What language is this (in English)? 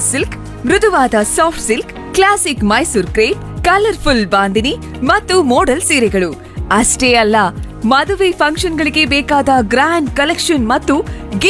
Kannada